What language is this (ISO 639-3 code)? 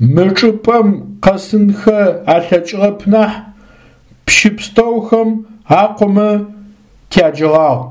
ady